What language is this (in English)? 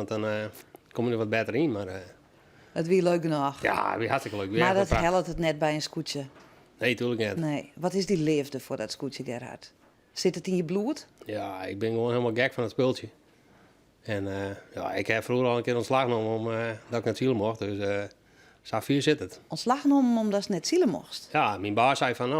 Western Frisian